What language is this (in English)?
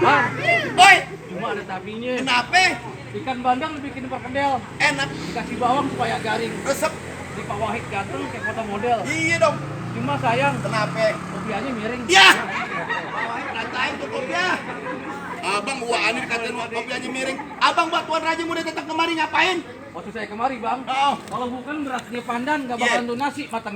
Betawi